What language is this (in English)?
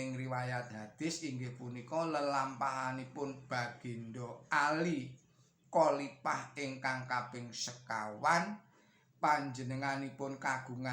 Javanese